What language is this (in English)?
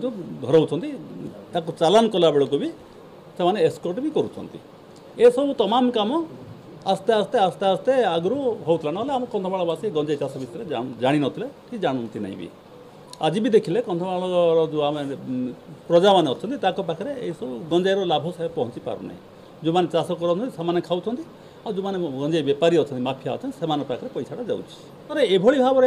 Odia